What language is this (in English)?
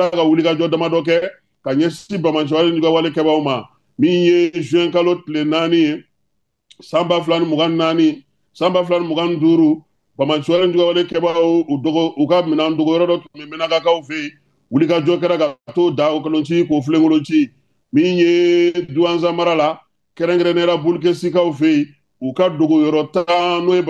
Bambara